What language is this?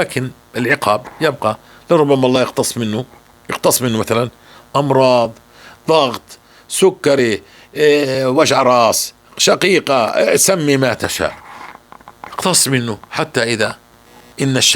North Levantine Arabic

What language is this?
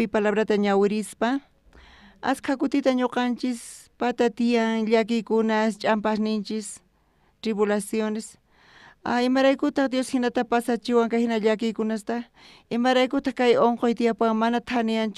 South Bolivian Quechua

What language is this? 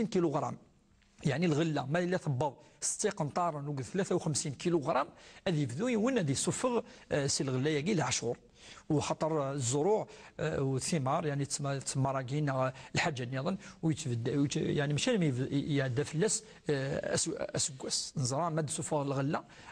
Moroccan Arabic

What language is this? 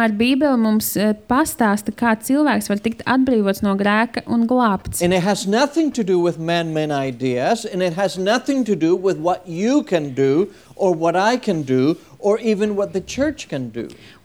Latvian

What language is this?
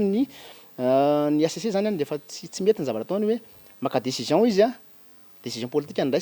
Malagasy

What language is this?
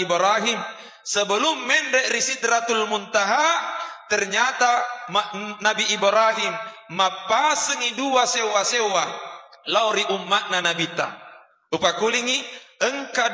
Buginese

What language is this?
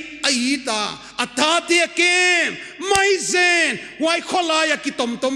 Paite Chin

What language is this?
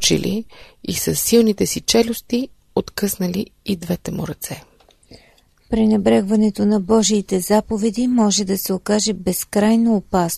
Bulgarian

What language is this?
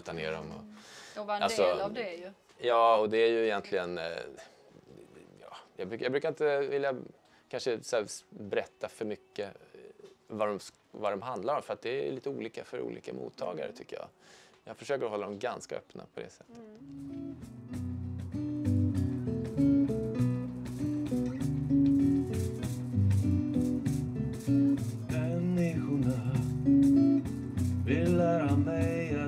Swedish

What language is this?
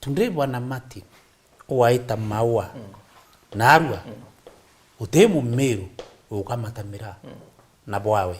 Meru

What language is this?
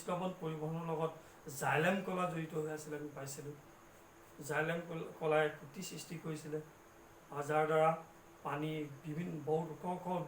Assamese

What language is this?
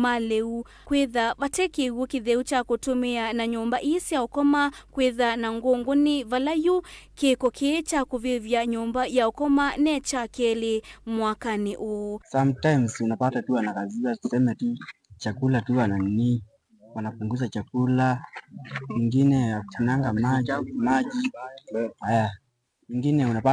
Kamba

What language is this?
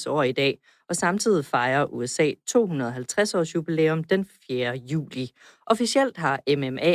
Danish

